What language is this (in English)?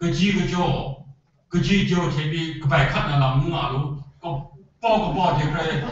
Kachin